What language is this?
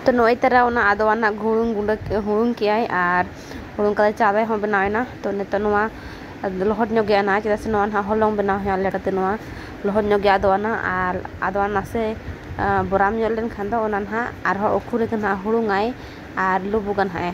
Santali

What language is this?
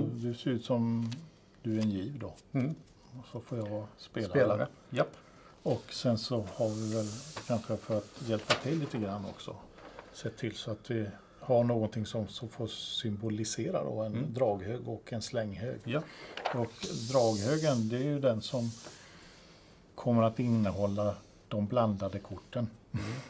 Swedish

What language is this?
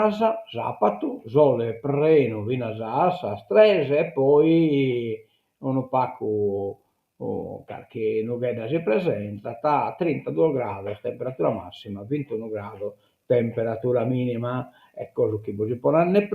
Sardinian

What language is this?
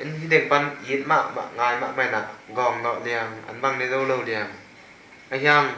Tedim Chin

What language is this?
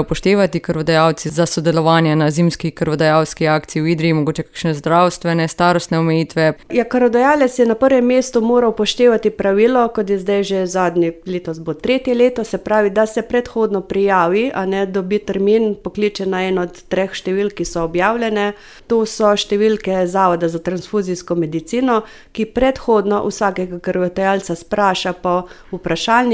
Slovenian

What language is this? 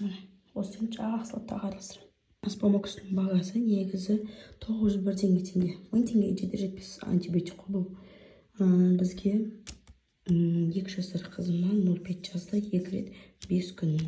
Kazakh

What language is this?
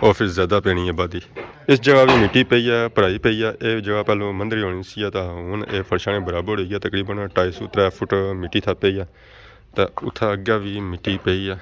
Pahari-Potwari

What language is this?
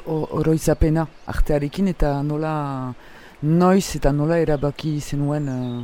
Basque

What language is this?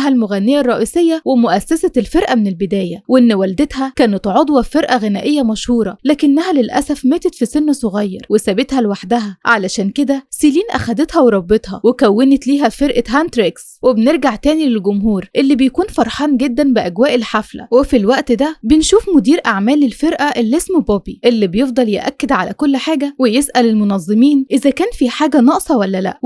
Egyptian Arabic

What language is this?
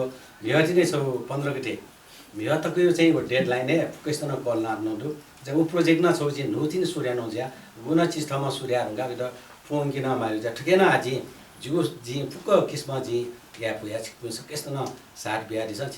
Newari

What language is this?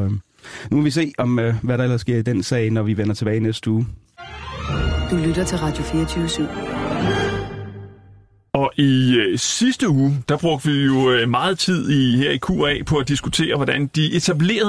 Danish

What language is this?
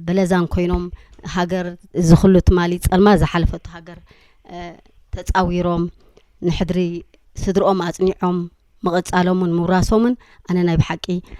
Tigrinya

